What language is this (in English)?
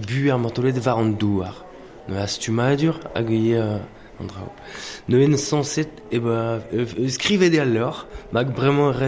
Breton